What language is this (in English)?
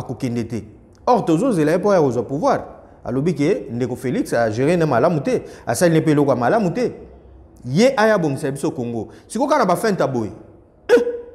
Lingala